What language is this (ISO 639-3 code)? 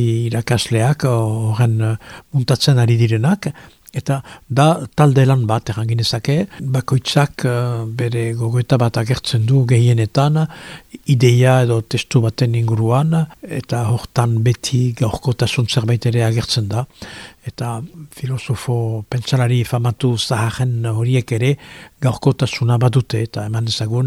eus